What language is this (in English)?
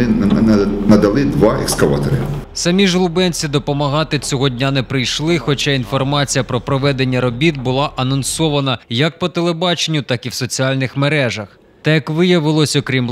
Ukrainian